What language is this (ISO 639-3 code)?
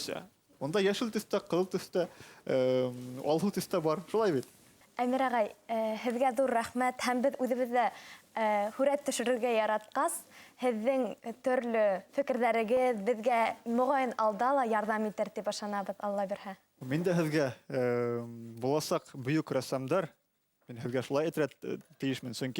bak